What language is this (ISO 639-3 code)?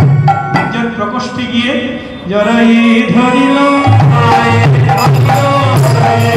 ben